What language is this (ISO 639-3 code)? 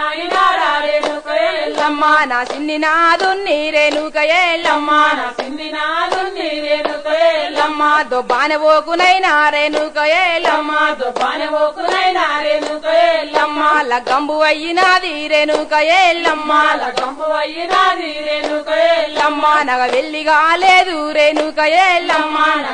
tel